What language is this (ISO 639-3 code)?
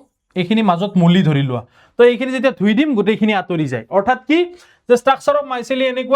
asm